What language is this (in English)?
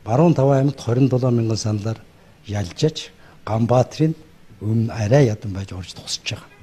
Mongolian